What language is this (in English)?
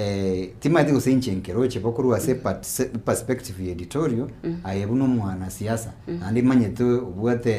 Gusii